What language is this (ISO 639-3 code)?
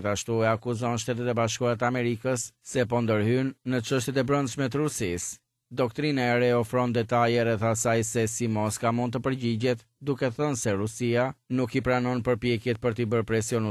sqi